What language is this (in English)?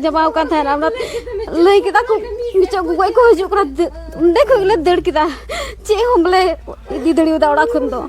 Santali